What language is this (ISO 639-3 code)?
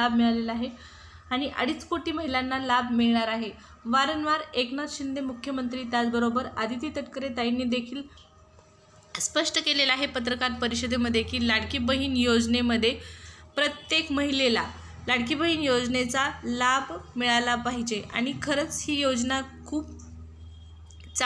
mar